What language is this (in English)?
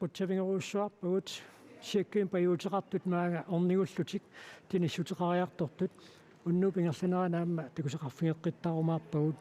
Kalaallisut